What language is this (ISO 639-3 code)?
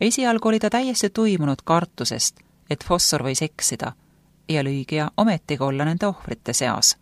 est